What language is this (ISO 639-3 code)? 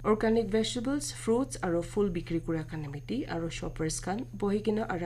nag